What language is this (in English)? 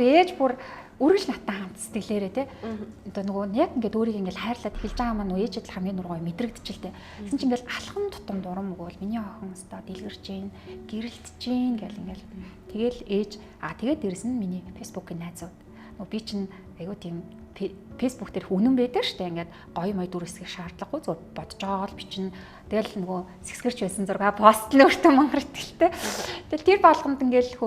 Mongolian